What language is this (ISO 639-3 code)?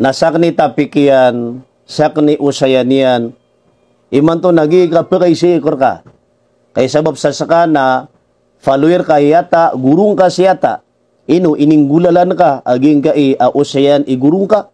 mrw